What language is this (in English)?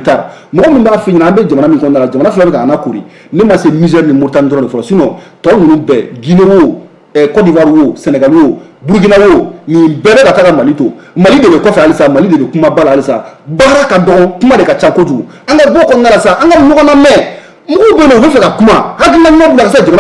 Bambara